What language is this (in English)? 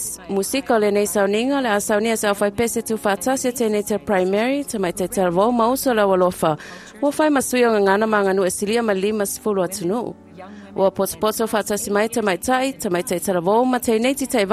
Samoan